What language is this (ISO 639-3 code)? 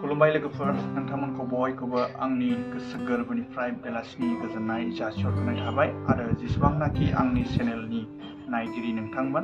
brx